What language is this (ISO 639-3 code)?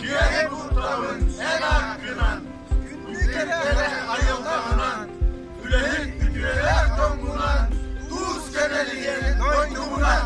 sah